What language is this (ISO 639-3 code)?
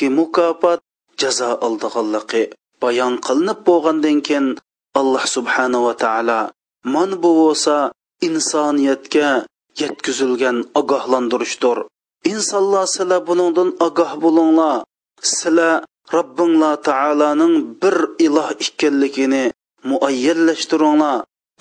uig